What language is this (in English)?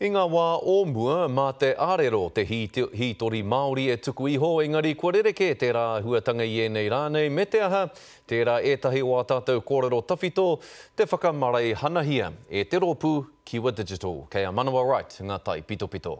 Māori